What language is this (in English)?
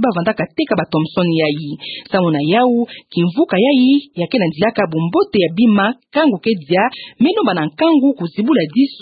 Kituba (Democratic Republic of Congo)